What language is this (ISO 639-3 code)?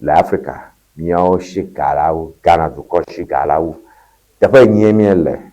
ewe